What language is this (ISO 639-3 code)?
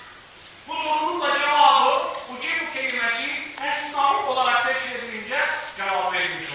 tur